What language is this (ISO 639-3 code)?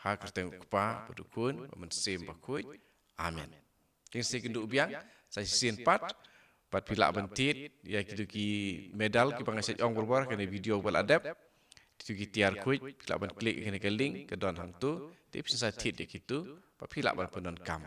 kha